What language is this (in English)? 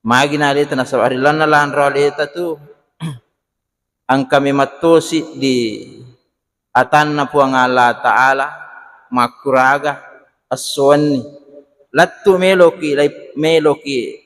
Buginese